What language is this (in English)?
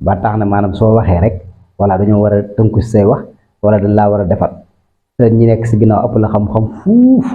Wolof